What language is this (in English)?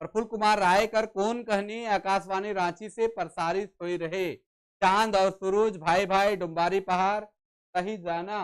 Sadri